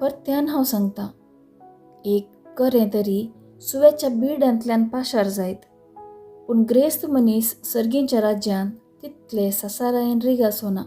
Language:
Konkani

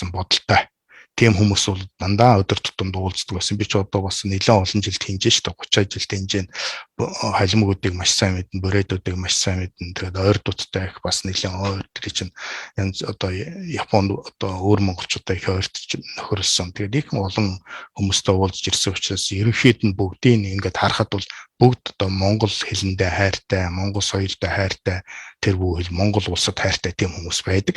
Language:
Mongolian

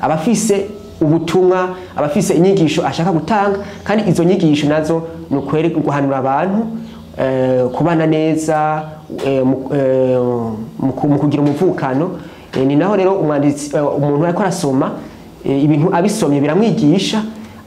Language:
Rundi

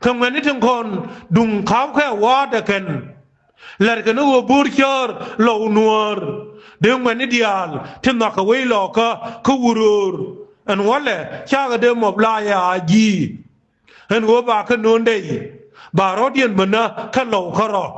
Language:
Nuer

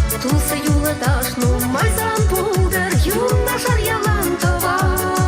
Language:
Chuvash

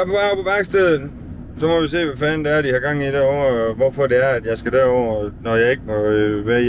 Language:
Danish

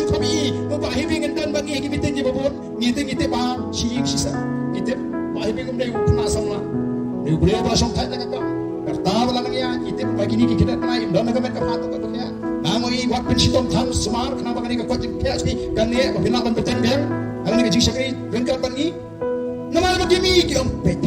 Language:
Khasi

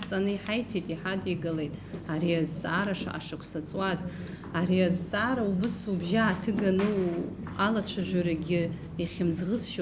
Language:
Abkhazian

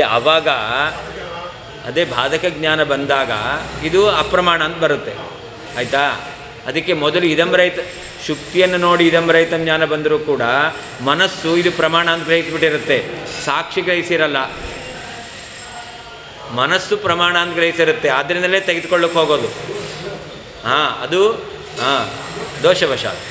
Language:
Kannada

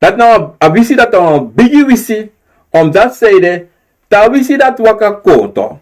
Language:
Sranan Tongo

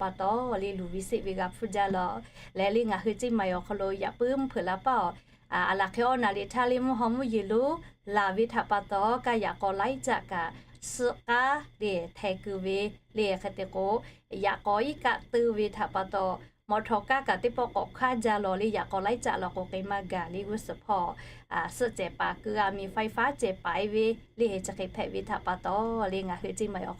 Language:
Lahu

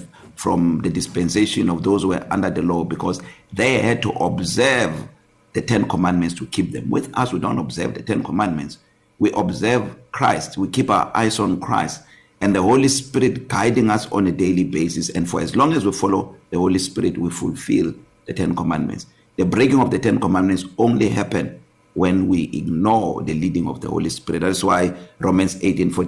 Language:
English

